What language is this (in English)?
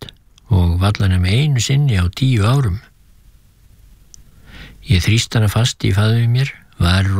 Icelandic